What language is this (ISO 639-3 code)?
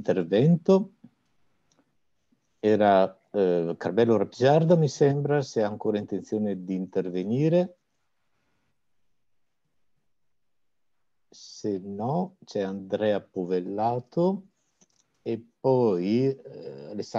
ita